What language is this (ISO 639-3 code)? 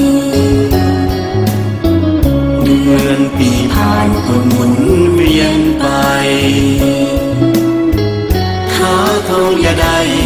tha